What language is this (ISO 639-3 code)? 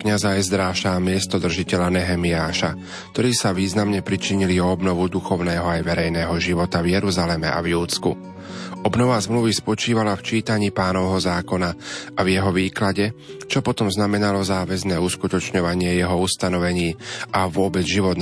slk